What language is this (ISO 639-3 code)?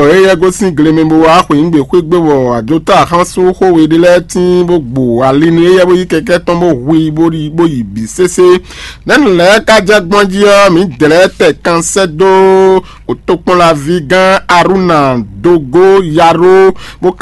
fon